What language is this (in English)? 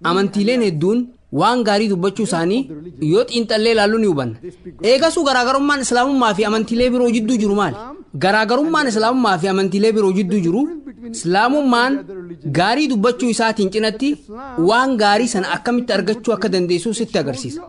Oromo